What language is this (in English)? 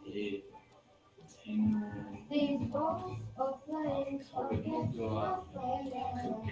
Māori